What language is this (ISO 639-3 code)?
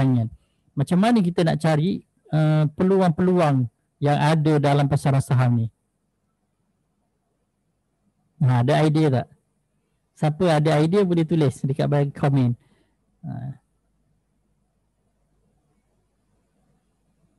msa